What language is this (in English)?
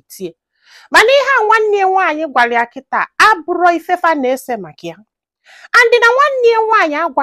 Igbo